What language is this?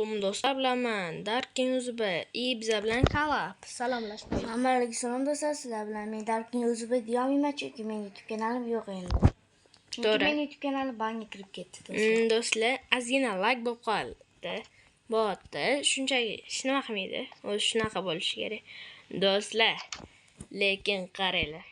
Uzbek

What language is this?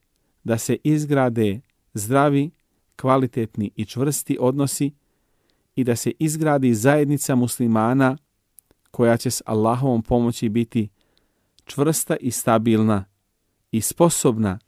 Bosnian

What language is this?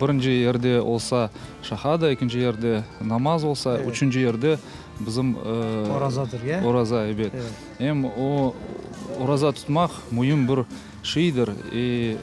Crimean Tatar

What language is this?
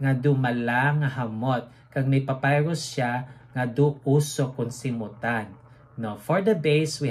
Hiligaynon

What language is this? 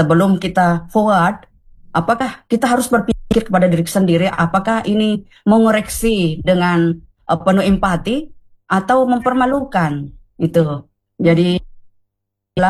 Indonesian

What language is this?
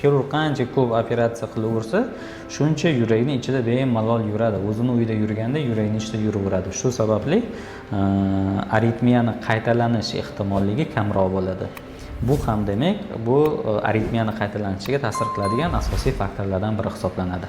Uzbek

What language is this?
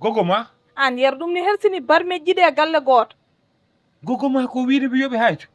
Fula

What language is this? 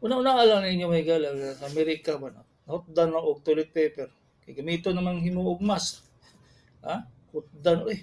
Cebuano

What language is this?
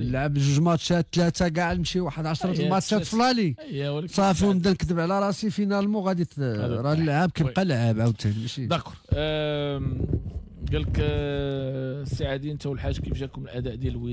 Moroccan Arabic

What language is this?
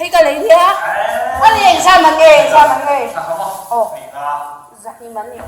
Mizo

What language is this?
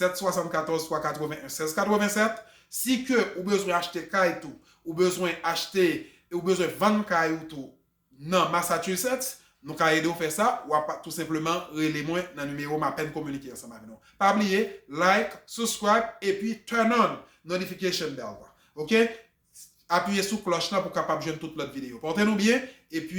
Haitian Creole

